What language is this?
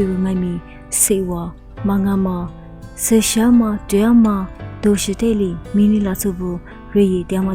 Lisu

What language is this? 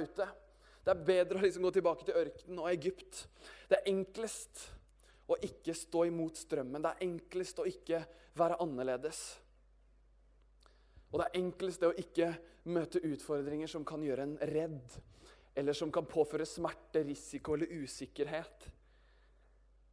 Norwegian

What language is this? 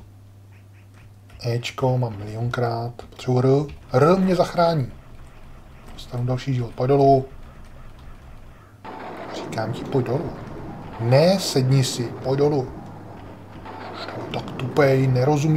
Czech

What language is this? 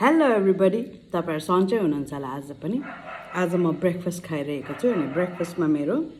Nepali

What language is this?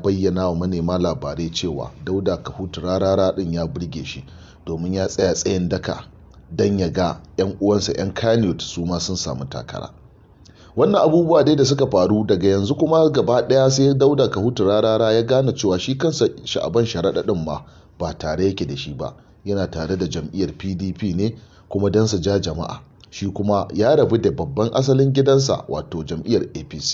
Hausa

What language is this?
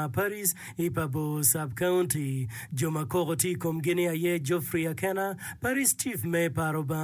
Acoli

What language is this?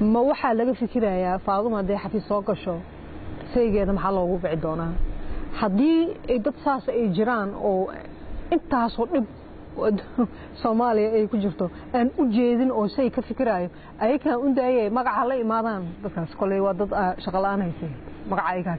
Somali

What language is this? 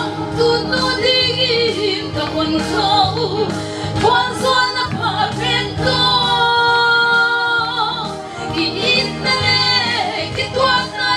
Paite Chin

